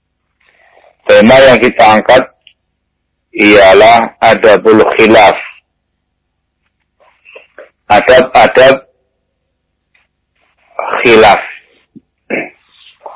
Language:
Indonesian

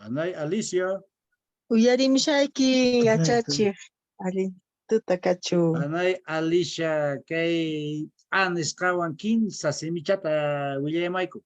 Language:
Quechua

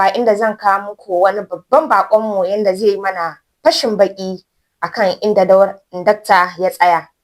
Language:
Hausa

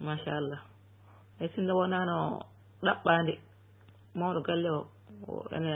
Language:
Fula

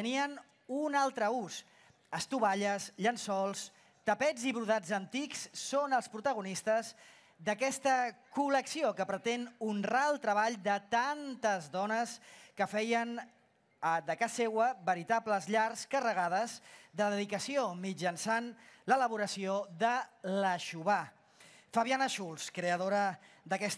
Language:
Catalan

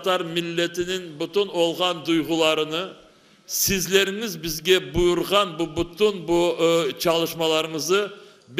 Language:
Crimean Tatar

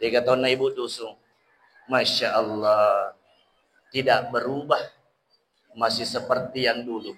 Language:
Buginese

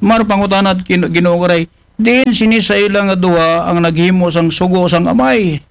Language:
Aklanon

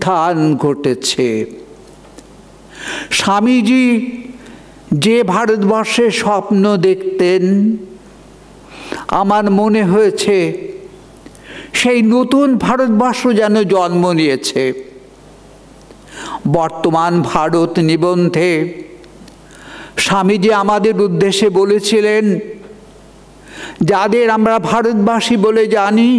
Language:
Bangla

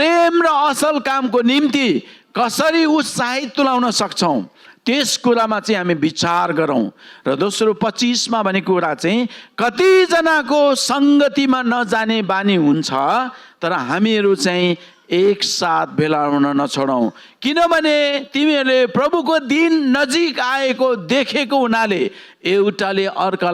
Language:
Nepali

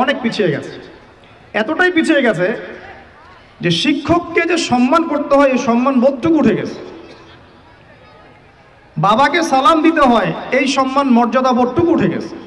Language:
Bangla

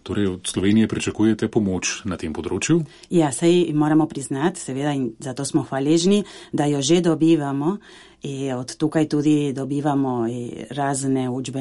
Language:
Slovenian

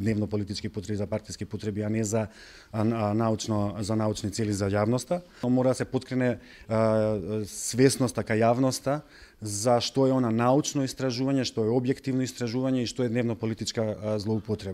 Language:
Macedonian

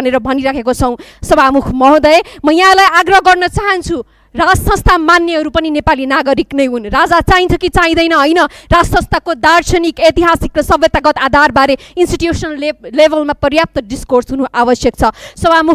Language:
Nepali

